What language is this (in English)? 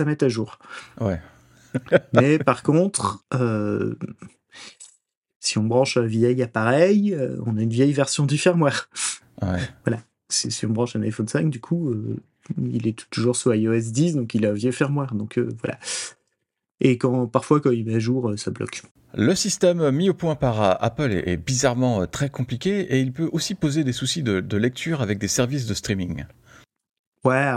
French